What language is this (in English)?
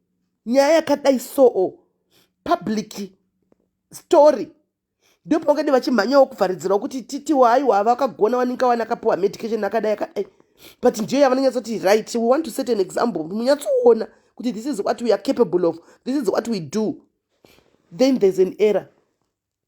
Shona